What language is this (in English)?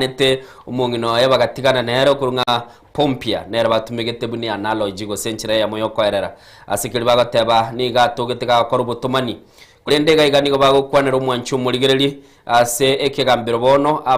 Gusii